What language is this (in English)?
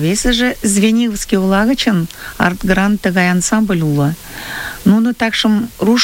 Mari